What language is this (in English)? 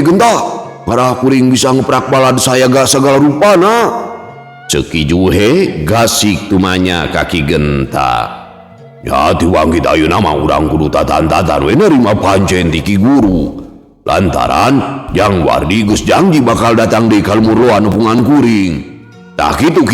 Sundanese